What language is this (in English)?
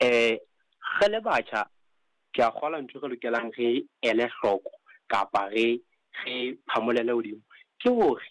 Southern Sotho